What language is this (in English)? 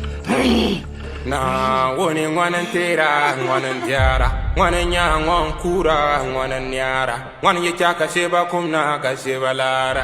Dagbani